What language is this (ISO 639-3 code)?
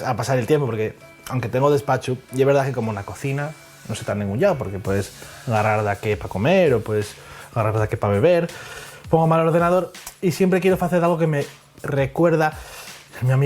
ast